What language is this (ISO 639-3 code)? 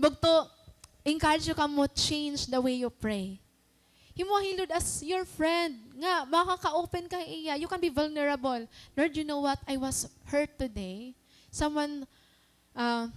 war